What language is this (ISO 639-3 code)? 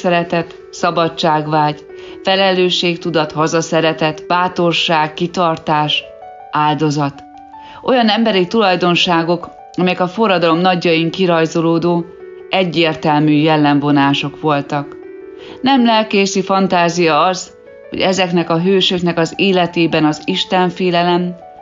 hun